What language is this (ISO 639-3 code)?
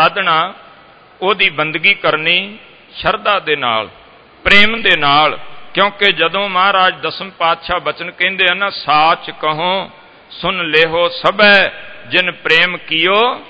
pan